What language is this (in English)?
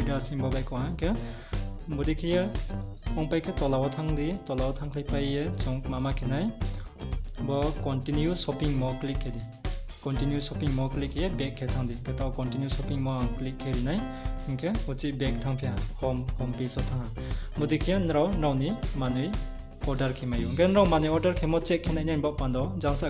Riang (India)